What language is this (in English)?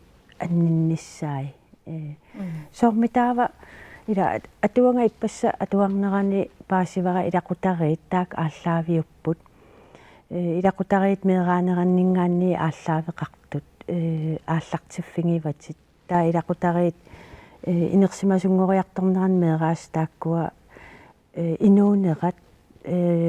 Kalaallisut